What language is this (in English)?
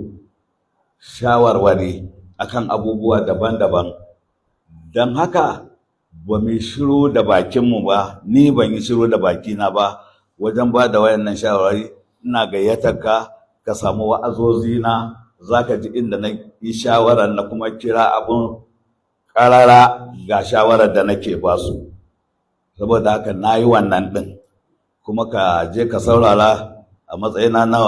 Hausa